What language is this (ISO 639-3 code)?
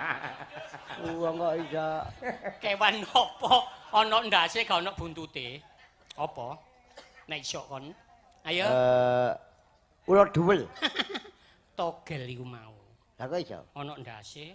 jav